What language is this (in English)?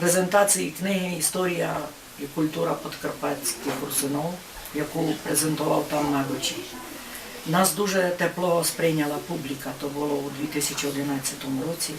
Rusyn